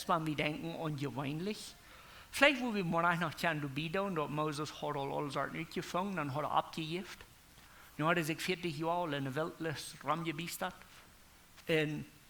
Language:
Plautdietsch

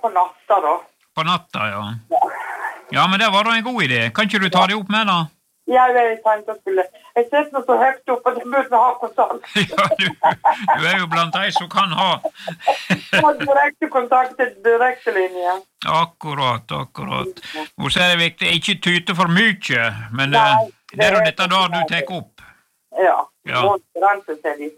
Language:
Norwegian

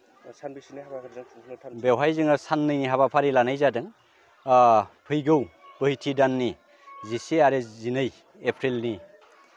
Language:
Bodo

